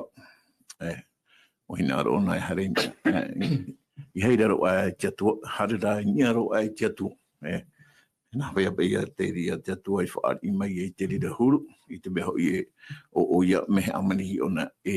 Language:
Tahitian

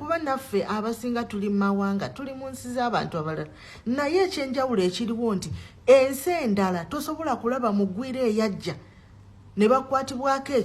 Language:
Ganda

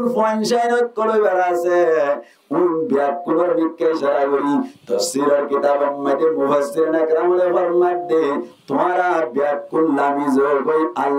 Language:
Rohingya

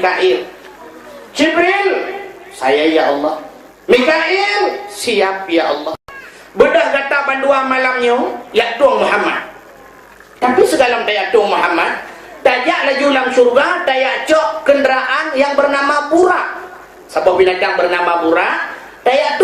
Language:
Achinese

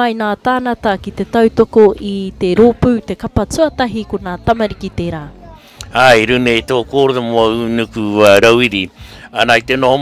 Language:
Māori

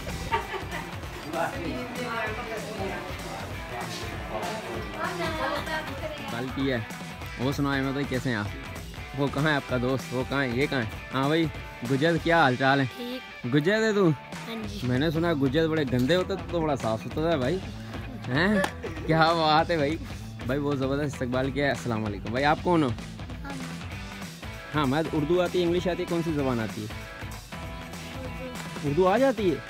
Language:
Hindi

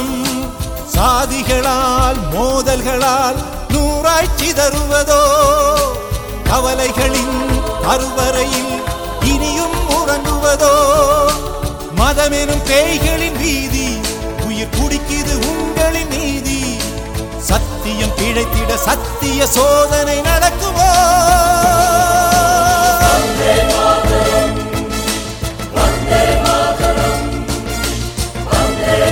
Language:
Tamil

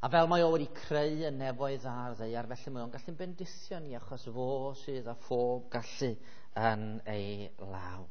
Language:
Welsh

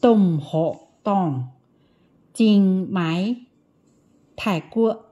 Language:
Iu Mien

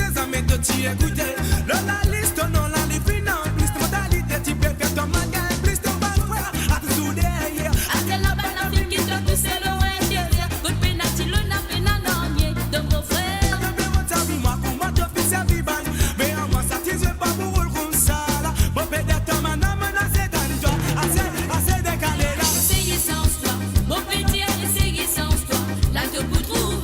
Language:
Morisyen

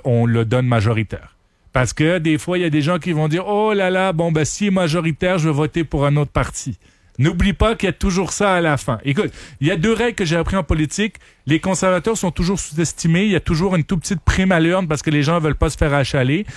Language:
French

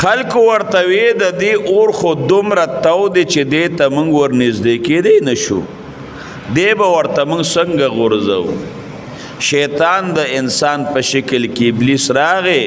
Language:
Pashto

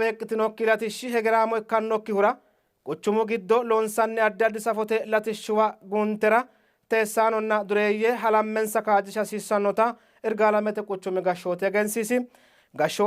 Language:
Sidamo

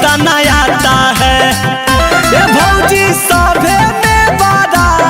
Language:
Magahi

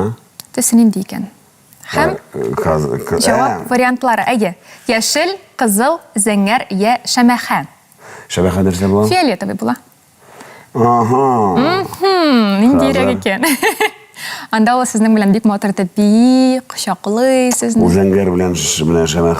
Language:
Tatar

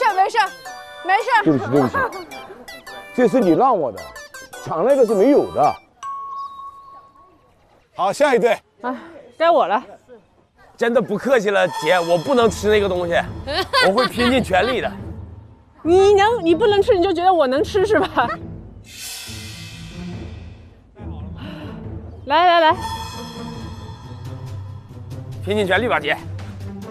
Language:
Chinese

